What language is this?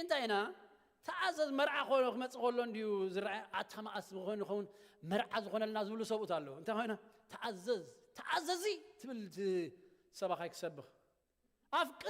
Tigrinya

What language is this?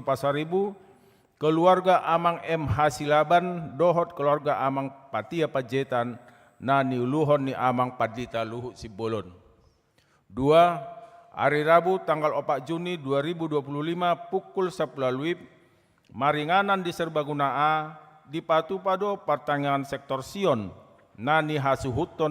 Batak Toba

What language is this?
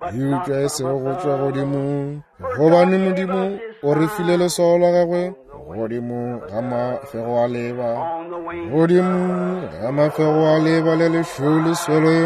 Northern Sotho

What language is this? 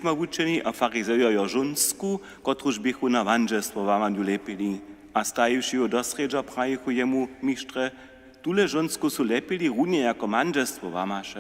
Upper Sorbian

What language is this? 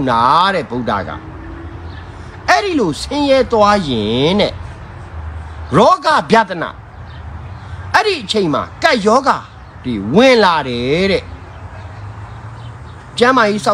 Burmese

